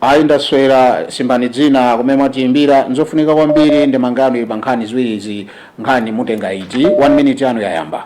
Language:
Nyanja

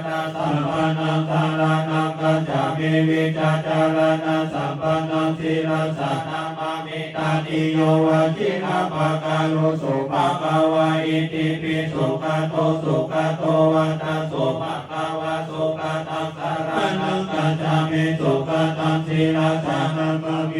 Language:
Pali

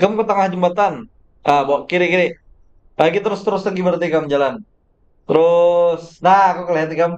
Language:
Banjar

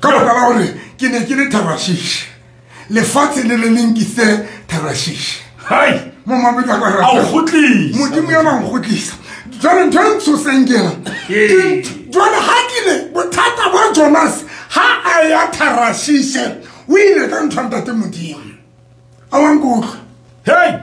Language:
Southern Sotho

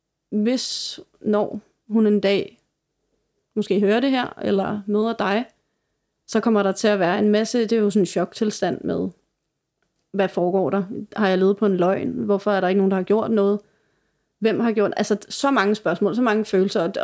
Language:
Danish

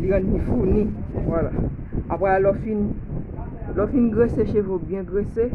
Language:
Haitian Creole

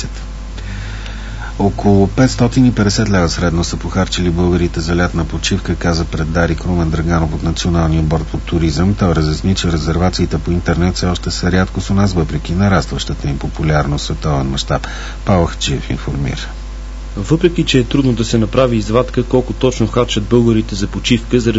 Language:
Bulgarian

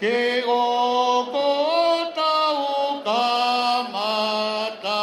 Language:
Tongan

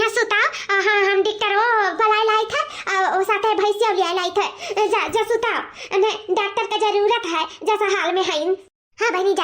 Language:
Awadhi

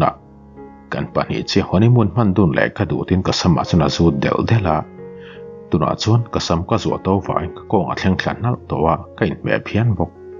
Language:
Mizo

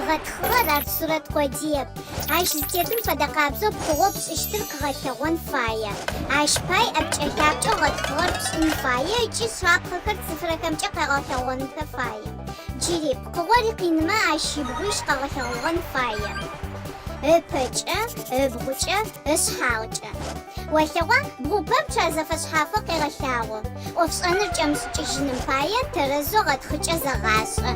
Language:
Adyghe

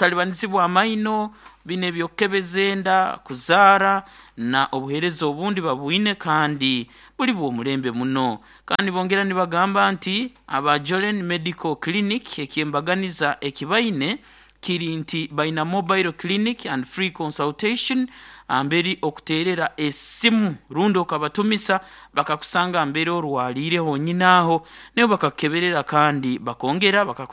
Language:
Nyoro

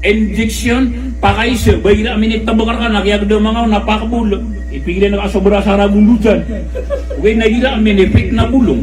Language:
Maranao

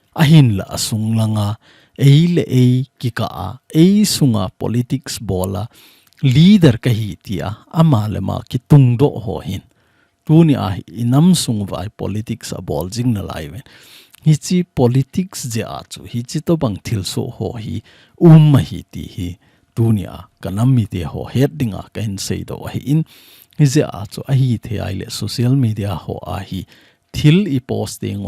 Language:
Thado Chin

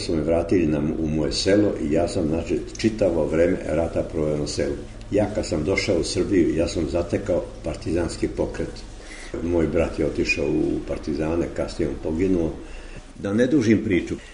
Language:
Serbian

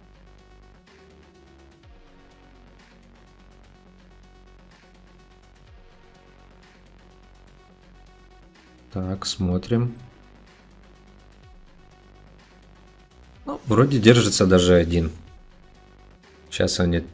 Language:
Russian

